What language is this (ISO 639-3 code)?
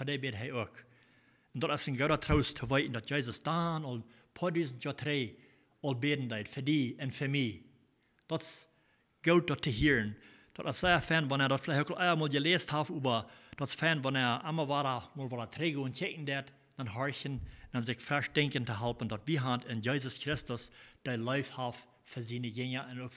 pdt